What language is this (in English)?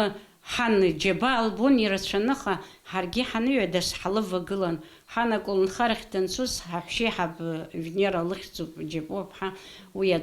Abkhazian